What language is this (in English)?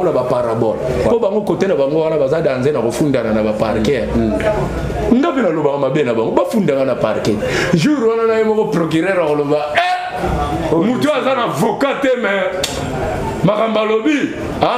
Lingala